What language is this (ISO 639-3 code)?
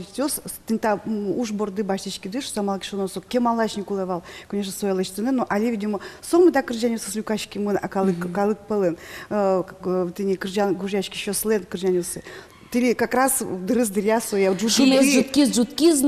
udm